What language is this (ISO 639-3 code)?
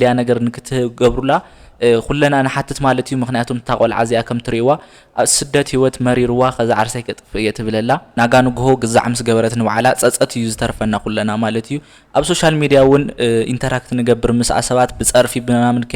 tir